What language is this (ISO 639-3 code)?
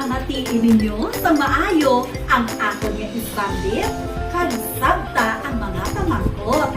hil